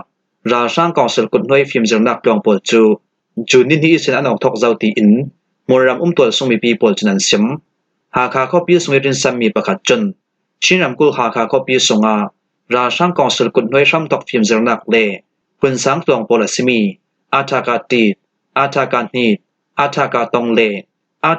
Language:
Falam Chin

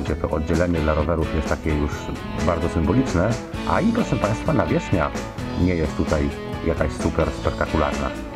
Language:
Polish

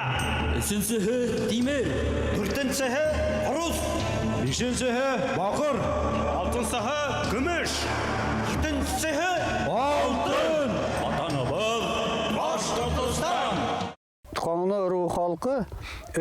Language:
Bashkir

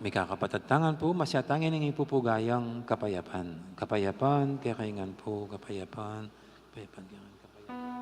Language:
Pampanga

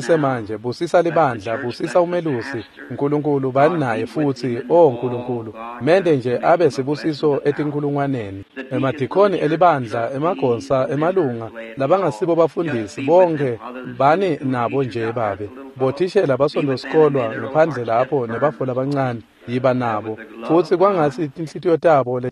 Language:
Swati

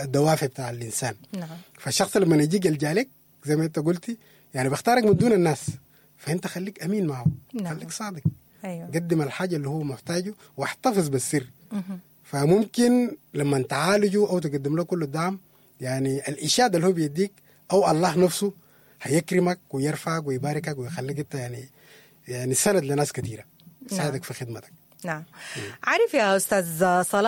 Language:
Sudanese Arabic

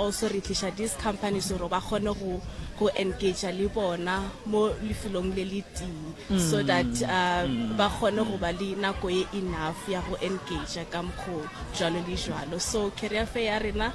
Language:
Northern Sotho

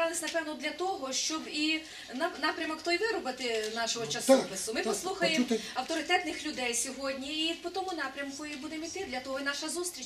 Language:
Ukrainian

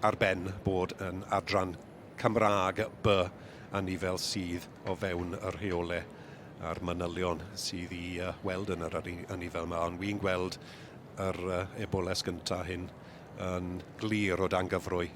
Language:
Welsh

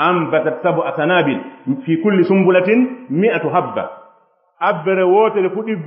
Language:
Fula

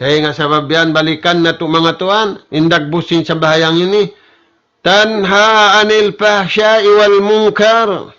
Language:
Tausug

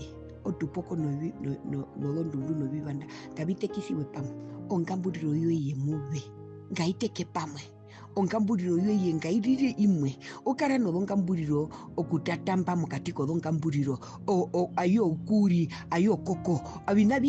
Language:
Herero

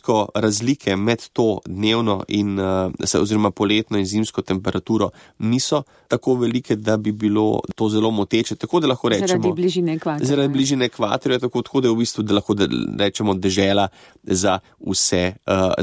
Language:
Slovenian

